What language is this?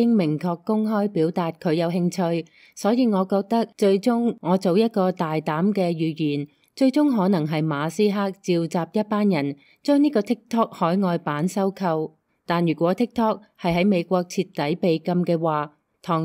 Cantonese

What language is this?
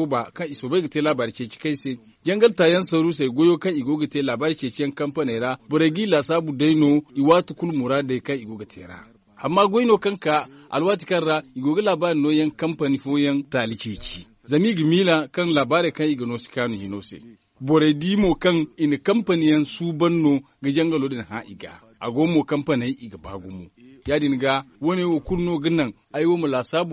Zarma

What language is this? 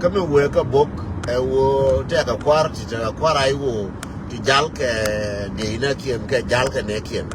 Nuer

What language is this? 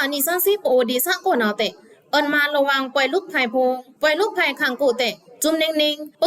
Pa'o Karen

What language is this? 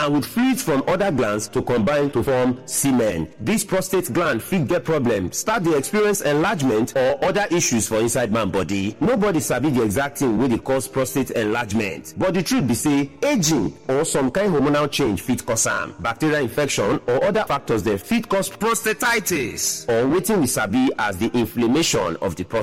Nigerian Pidgin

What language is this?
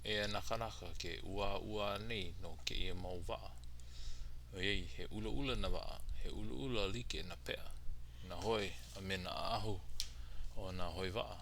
Hawaiian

